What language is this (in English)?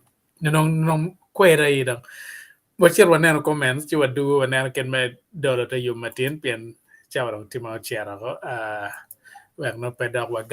Acoli